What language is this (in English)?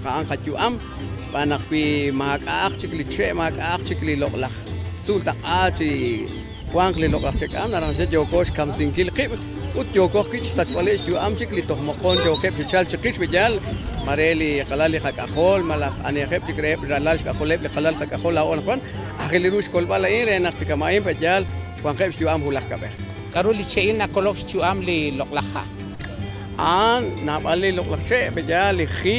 Kekchí